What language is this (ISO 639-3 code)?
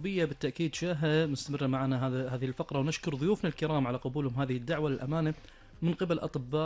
afb